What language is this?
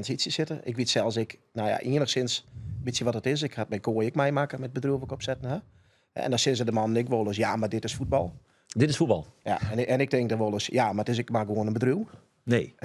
Western Frisian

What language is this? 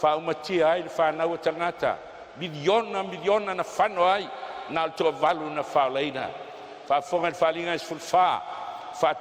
Samoan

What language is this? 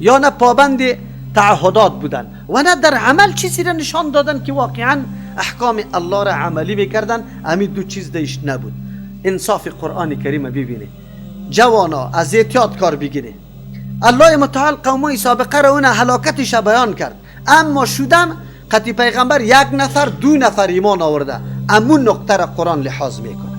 Persian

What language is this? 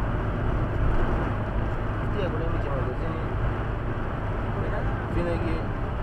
Bulgarian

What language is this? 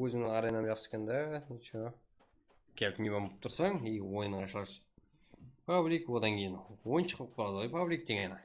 Kara-Kalpak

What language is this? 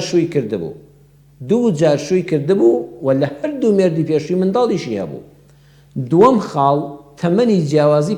Central Kurdish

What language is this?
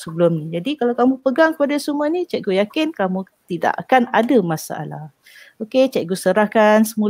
Malay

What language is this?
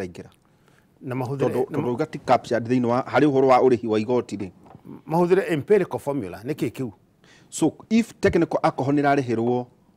Kikuyu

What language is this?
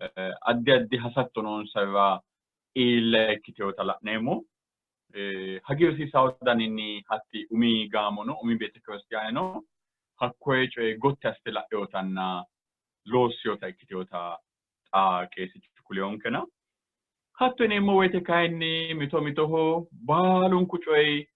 Sidamo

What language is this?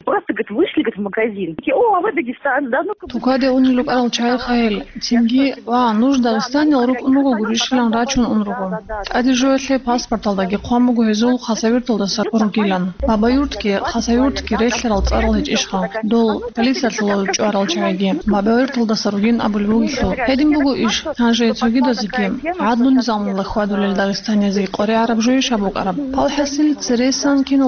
Avaric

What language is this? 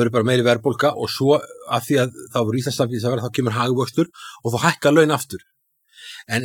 Icelandic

